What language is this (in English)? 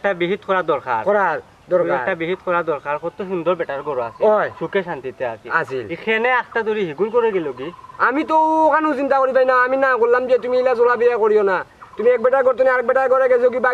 Sylheti